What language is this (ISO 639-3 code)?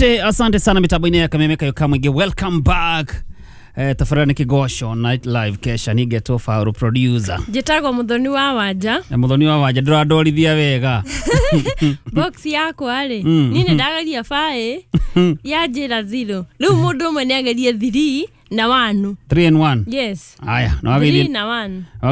kik